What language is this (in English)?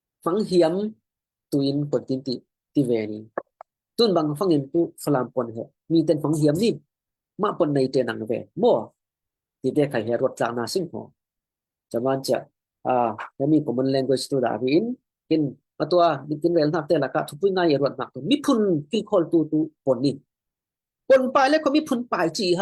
Falam Chin